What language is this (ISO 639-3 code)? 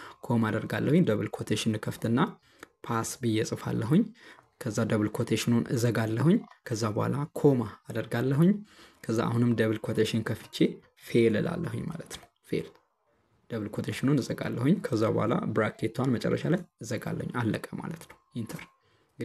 amh